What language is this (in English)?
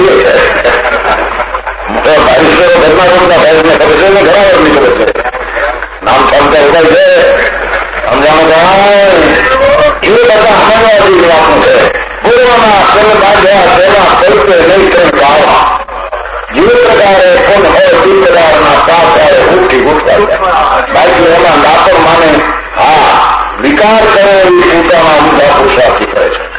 Gujarati